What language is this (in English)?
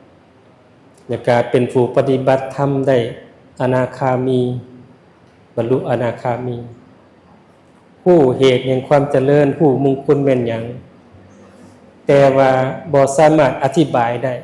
Lao